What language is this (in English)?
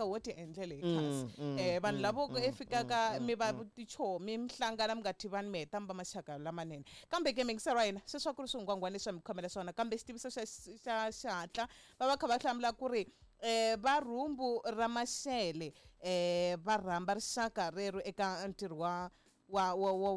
Tsonga